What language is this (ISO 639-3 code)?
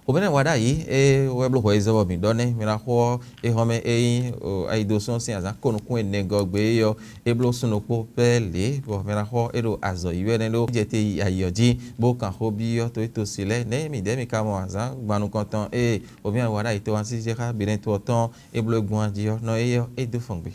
fon